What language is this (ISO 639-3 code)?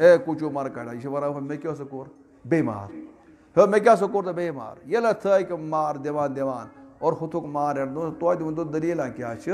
kas